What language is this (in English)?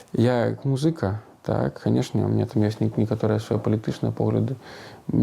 Belarusian